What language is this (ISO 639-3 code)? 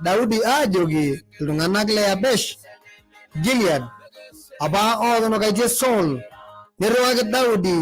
mas